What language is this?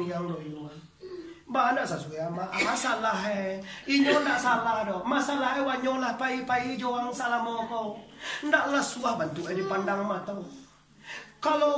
Minangkabau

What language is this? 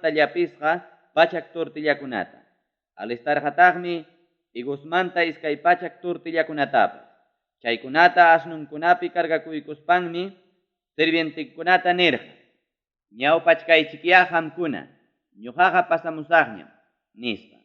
Ayacucho Quechua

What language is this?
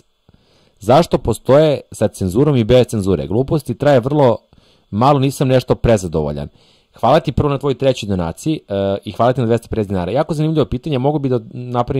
Serbian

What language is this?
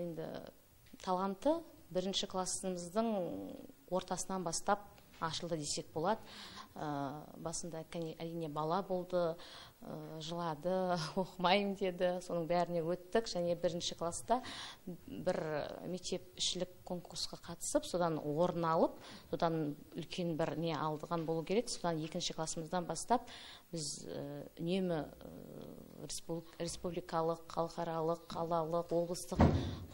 Kazakh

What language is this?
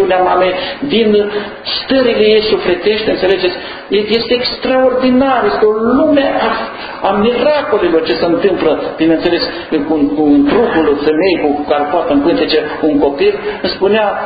Romanian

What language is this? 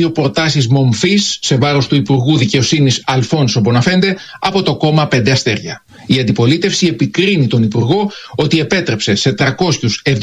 Greek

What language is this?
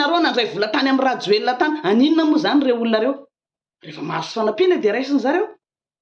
Malagasy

